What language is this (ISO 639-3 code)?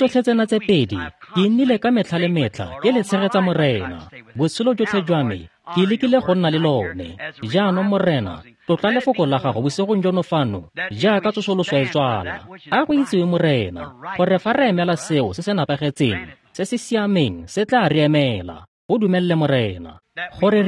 tsn